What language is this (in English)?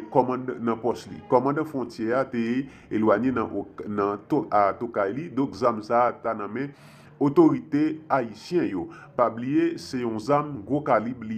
Haitian Creole